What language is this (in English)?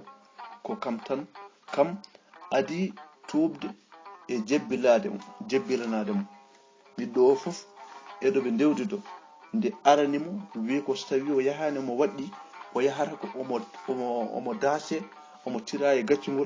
Fula